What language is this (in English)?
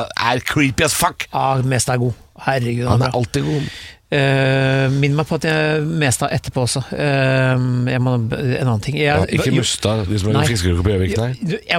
Norwegian